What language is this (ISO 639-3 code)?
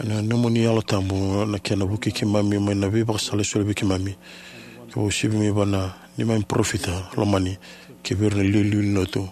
fij